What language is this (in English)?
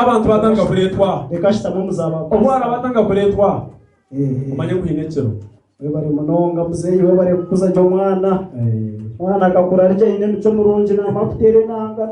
Nyankole